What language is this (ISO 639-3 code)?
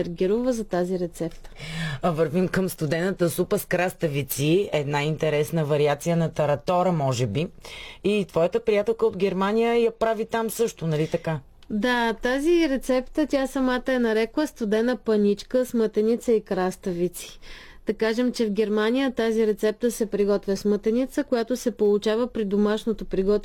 bul